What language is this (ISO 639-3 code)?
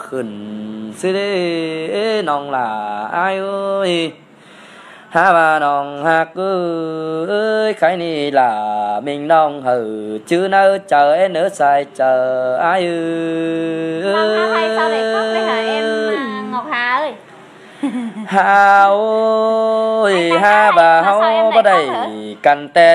vie